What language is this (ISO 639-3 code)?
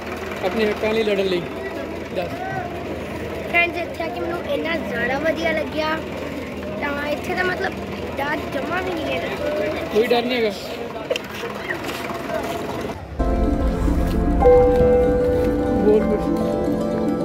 pan